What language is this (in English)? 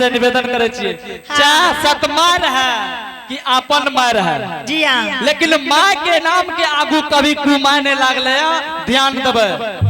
Angika